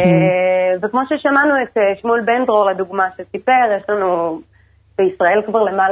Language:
Hebrew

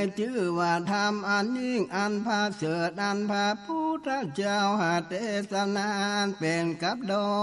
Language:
Northern Thai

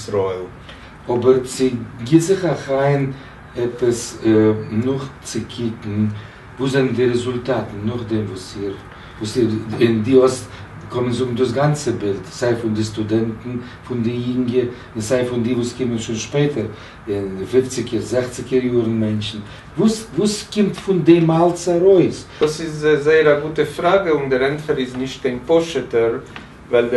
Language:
Yiddish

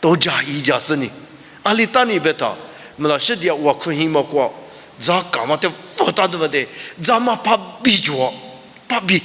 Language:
Lisu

